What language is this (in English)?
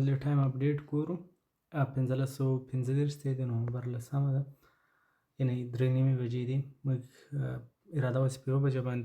Pashto